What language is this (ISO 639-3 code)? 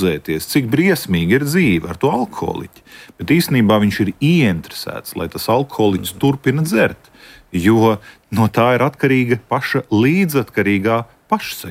lav